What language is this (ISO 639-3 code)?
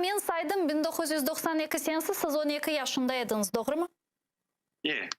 crh